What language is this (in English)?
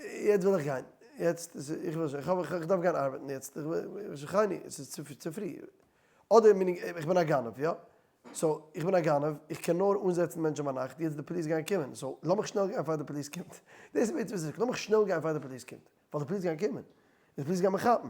Yiddish